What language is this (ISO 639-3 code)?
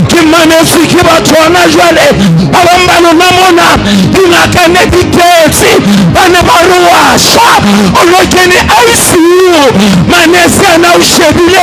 sot